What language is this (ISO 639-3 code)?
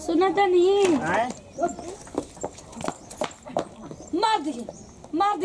bho